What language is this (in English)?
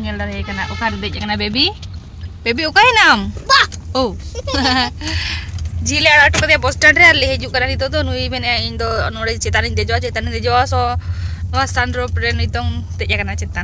Santali